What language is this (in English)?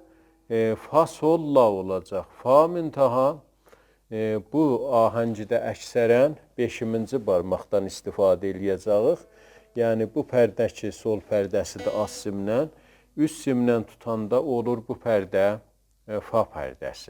South Azerbaijani